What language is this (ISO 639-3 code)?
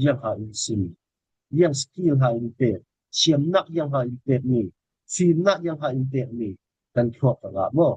cfm